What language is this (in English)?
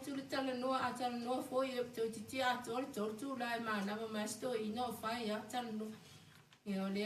Samoan